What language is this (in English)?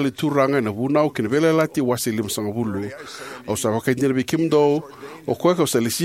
Fijian